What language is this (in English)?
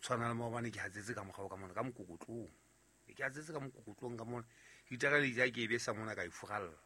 Southern Sotho